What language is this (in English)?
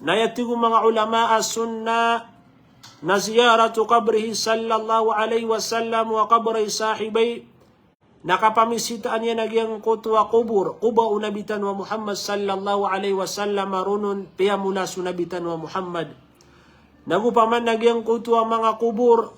Maranao